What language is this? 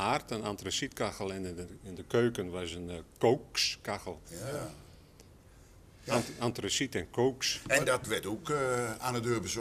Dutch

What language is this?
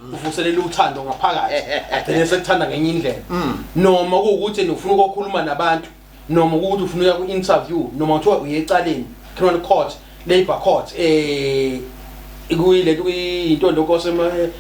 Zulu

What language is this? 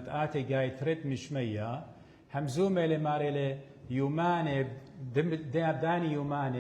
Assyrian Neo-Aramaic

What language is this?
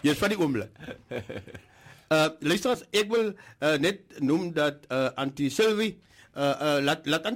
Afrikaans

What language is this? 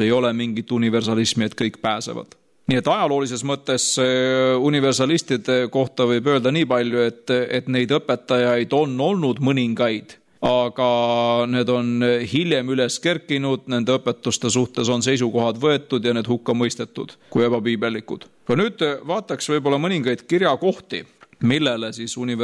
Estonian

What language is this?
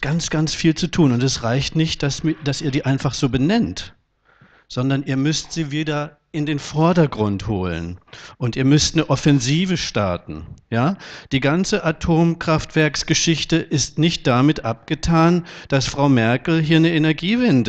German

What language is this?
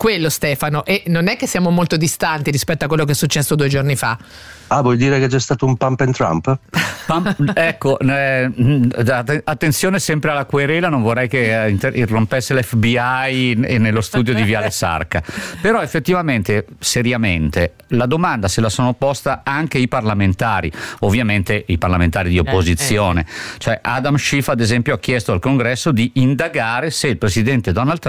Italian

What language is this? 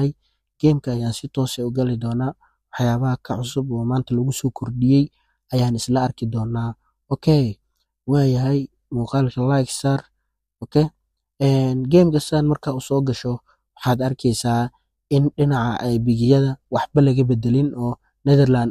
Somali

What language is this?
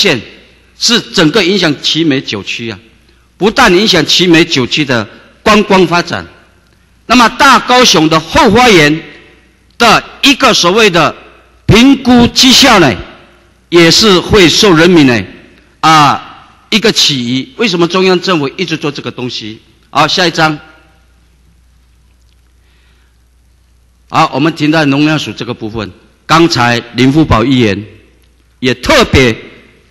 Chinese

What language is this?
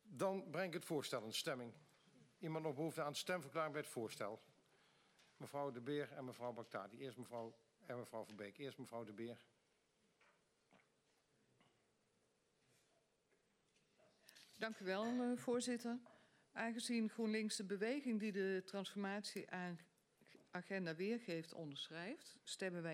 Dutch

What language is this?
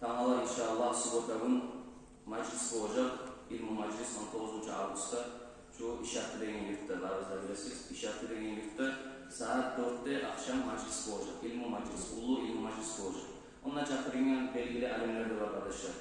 Kumyk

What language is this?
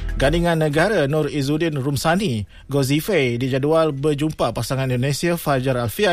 Malay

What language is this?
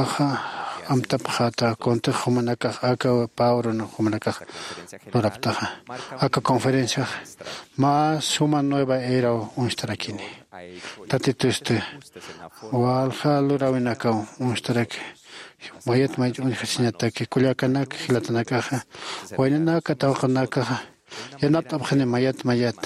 Aymara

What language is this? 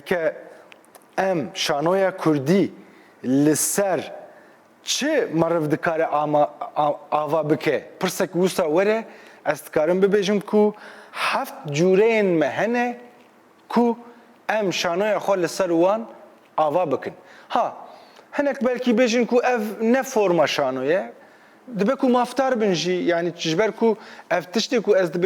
Kurdish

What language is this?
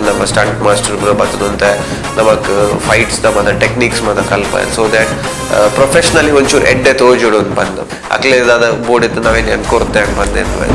Tulu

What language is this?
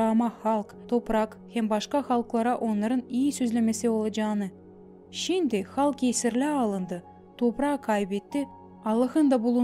Gagauz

